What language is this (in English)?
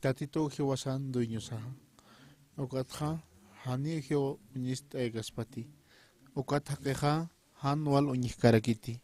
Aymara